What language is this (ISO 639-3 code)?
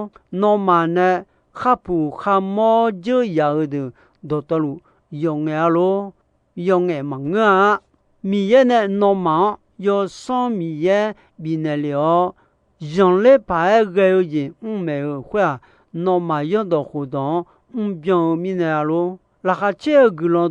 ahk